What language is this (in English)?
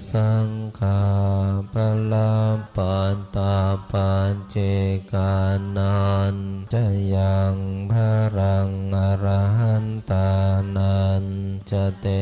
Pali